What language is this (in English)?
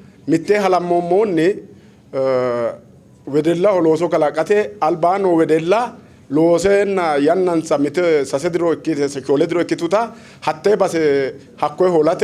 Sidamo